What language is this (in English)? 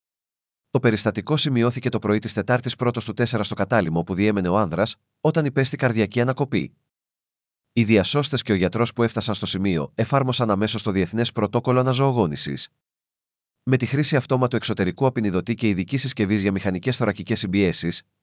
Greek